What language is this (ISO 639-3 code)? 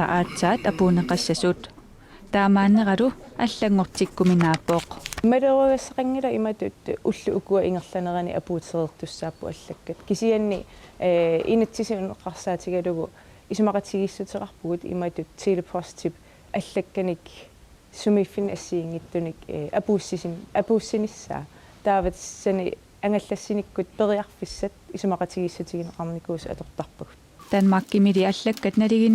kal